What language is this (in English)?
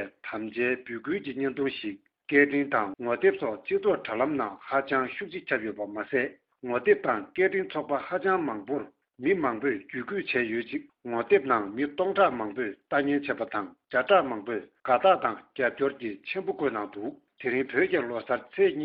Tibetan